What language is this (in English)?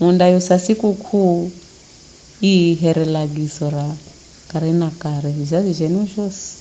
Giryama